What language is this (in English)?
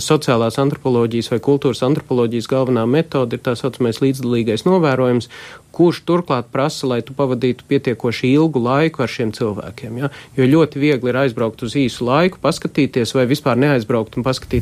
Latvian